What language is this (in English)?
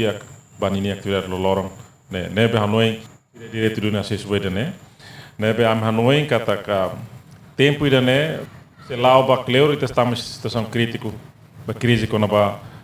Tetum